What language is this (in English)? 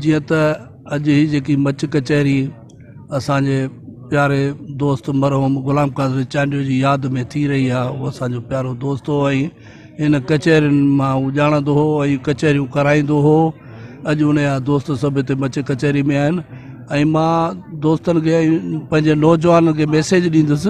Sindhi